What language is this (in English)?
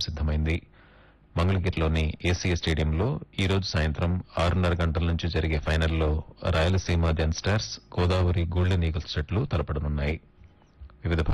Telugu